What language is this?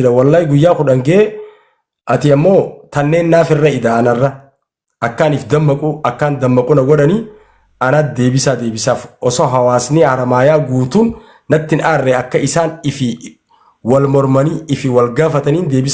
Oromo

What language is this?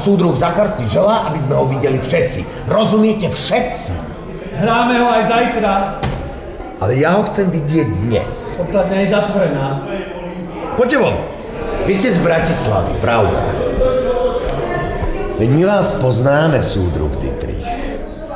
Slovak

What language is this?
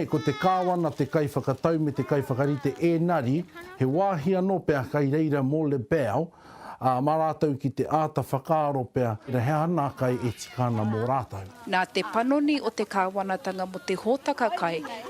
Māori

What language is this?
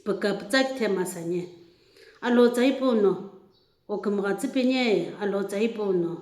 Sumi Naga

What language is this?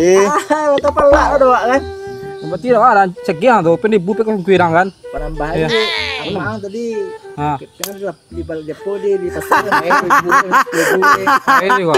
Minangkabau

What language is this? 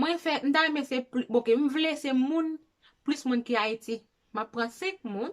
Haitian Creole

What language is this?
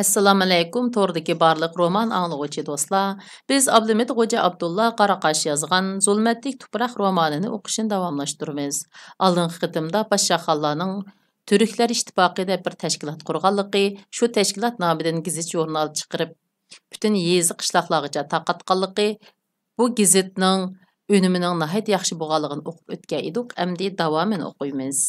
Uyghur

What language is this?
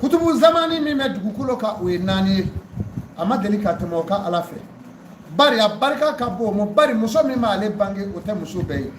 Bambara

